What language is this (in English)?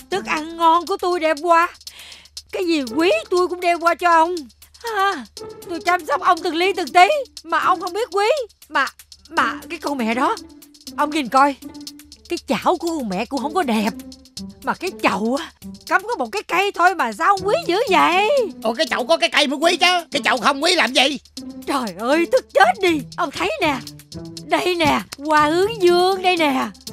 Vietnamese